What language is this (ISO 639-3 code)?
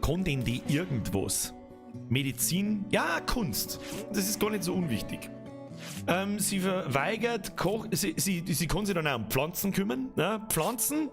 bar